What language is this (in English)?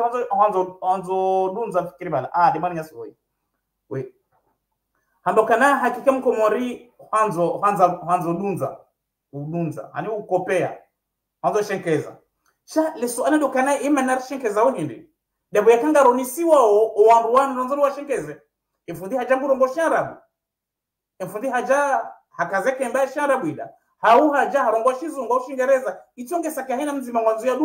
Ngazidja Comorian